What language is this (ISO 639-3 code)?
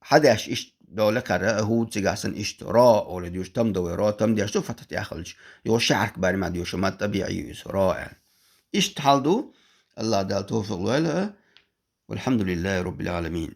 che